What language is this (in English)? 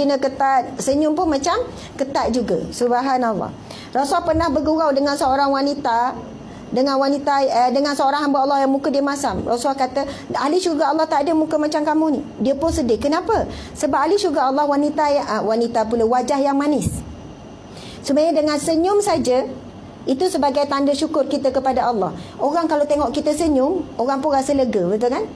Malay